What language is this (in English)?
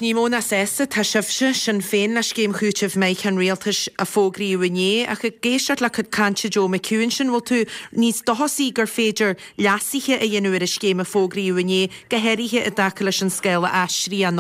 Irish